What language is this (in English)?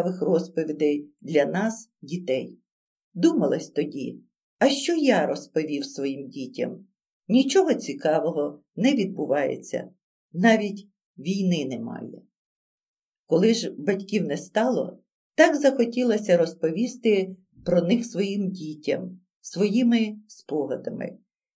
Ukrainian